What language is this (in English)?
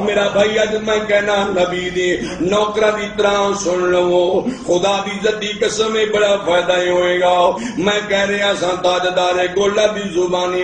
Saraiki